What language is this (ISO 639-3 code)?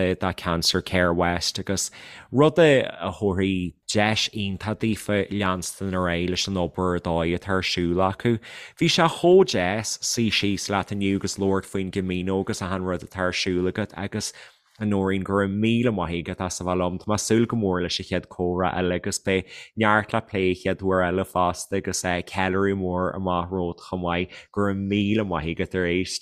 gle